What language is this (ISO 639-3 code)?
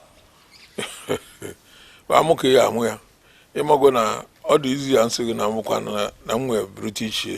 ibo